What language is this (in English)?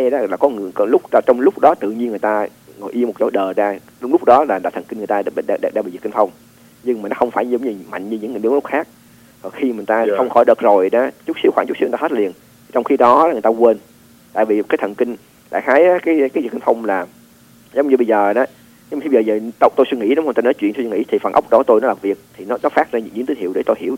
Vietnamese